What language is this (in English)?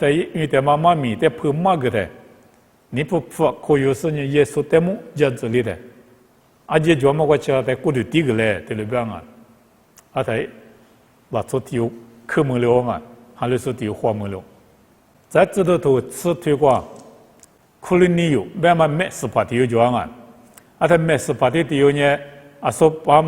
Lisu